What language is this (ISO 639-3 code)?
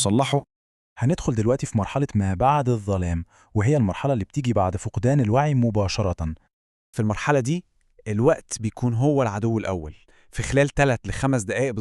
arz